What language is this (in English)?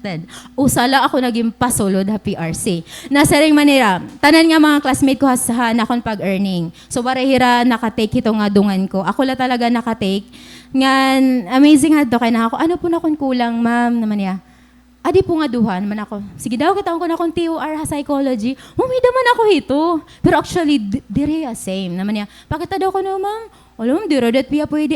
Waray